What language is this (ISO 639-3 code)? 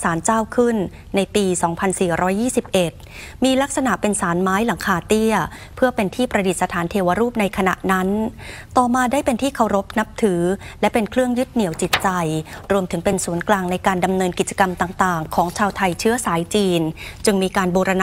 tha